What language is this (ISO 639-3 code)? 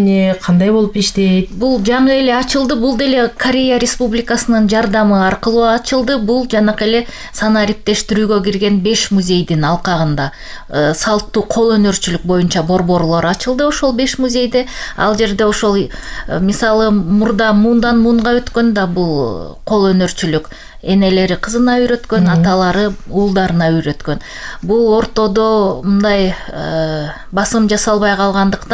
kir